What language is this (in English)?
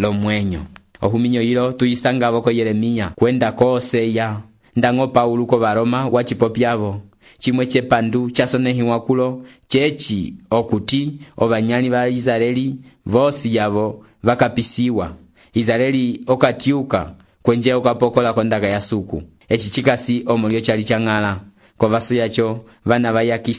Umbundu